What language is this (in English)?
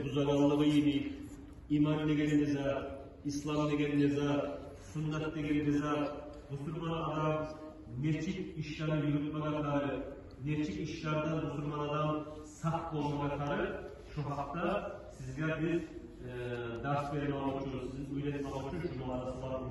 Kumyk